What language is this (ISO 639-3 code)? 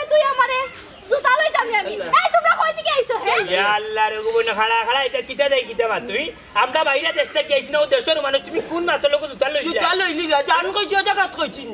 syl